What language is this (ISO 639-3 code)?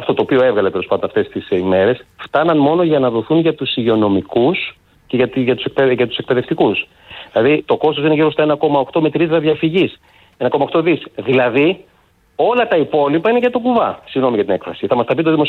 ell